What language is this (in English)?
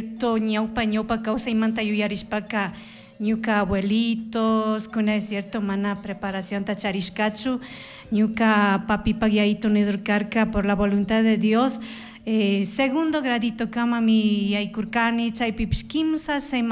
Chimborazo Highland Quichua